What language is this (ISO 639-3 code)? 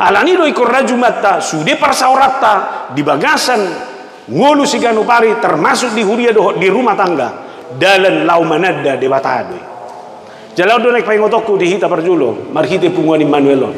bbc